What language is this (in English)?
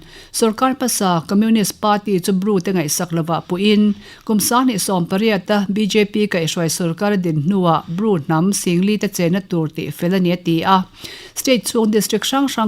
Mizo